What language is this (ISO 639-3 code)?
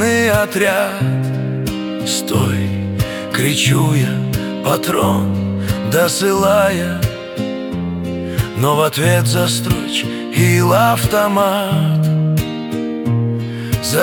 rus